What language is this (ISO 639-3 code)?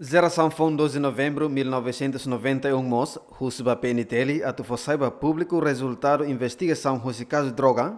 tet